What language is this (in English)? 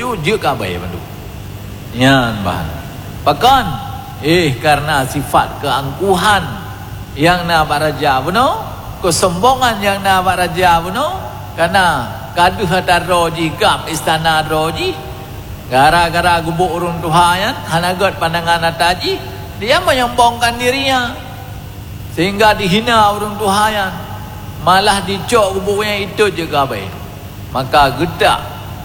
Achinese